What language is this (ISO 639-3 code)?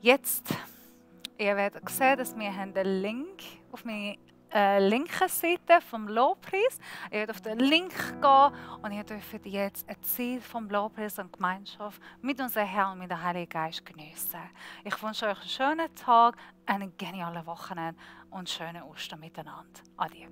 gsw